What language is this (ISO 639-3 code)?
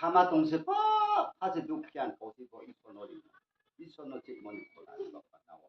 ria